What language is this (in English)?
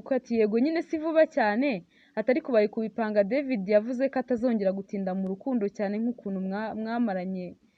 Kinyarwanda